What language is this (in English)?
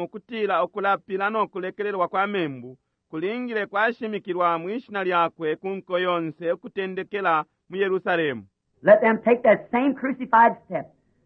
Bemba